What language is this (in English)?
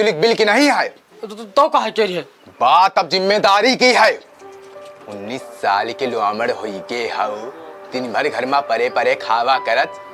Awadhi